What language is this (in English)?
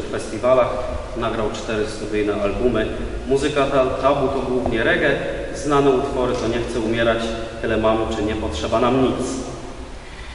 Polish